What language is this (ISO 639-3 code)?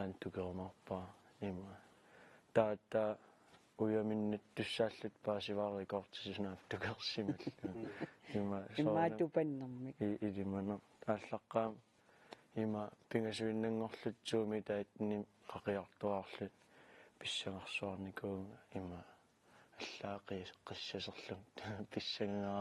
kal